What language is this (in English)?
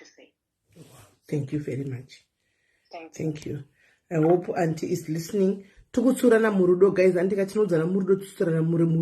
Shona